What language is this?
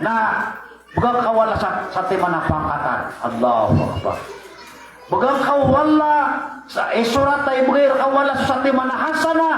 Maranao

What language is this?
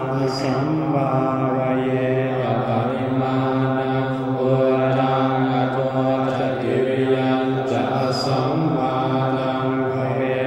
Pali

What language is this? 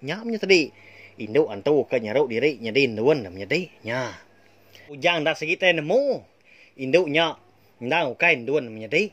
Iban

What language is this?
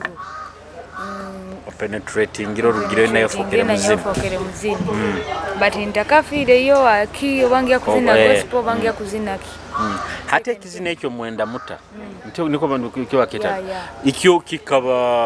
Nyoro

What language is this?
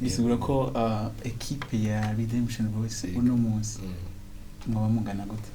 Rundi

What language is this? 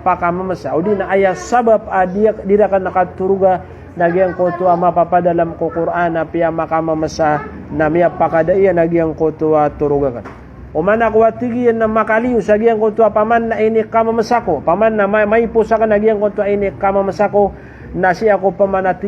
Maranao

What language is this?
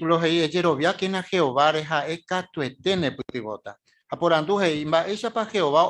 Guarani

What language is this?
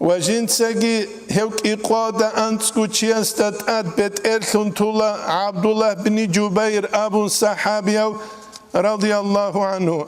Avaric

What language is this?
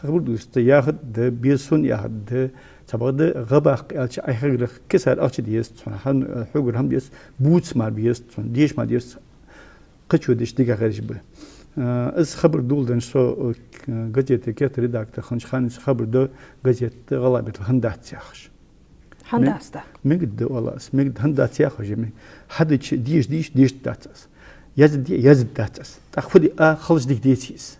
Ingush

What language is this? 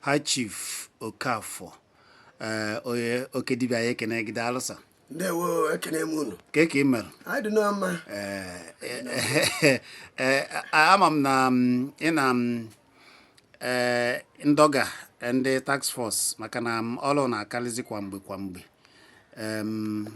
Igbo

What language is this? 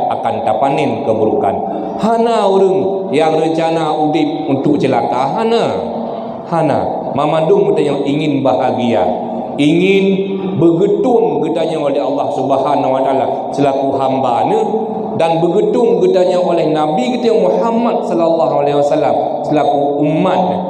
Achinese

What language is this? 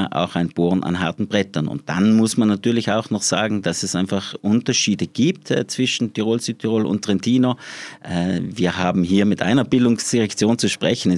German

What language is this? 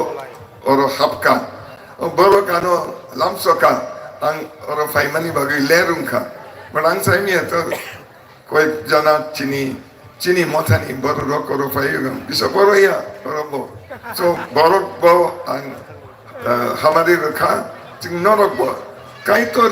Kok Borok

